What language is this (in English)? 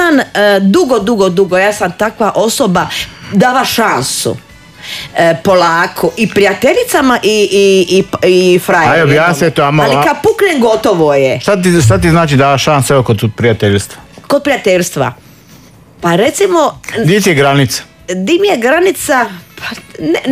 Croatian